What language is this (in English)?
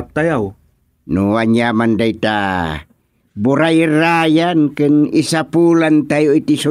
Iloko